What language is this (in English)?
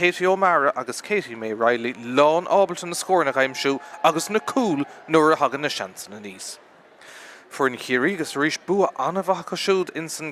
Irish